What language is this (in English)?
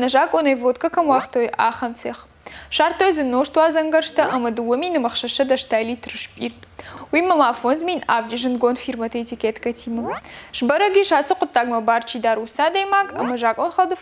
Ossetic